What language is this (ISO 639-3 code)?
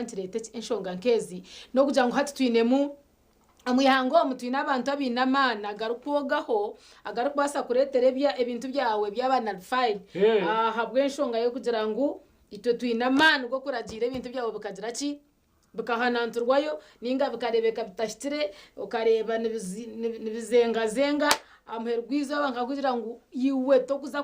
nyn